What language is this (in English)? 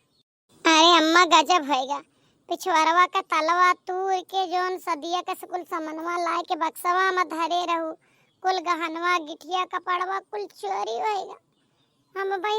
Awadhi